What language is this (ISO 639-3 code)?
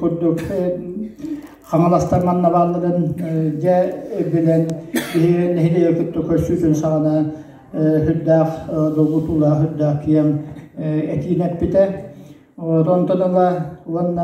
sah